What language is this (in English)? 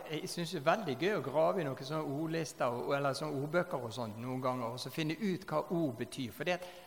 Norwegian